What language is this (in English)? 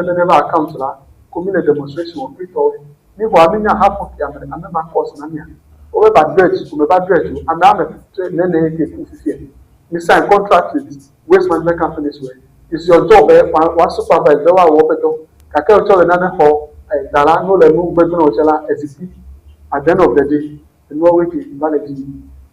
Ewe